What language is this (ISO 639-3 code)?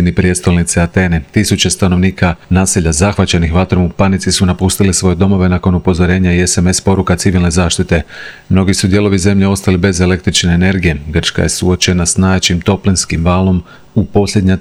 hrv